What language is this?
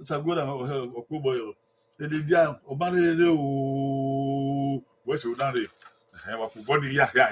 Bini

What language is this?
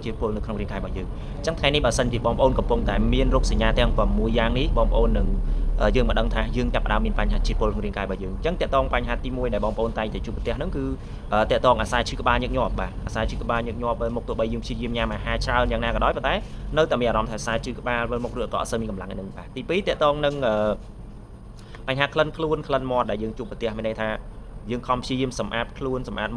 Khmer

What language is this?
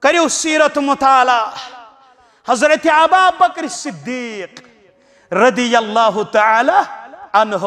Kashmiri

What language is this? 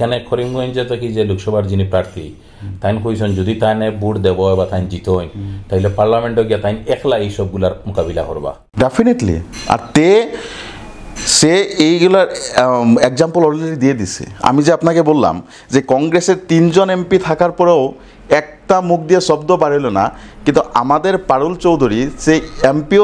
Sylheti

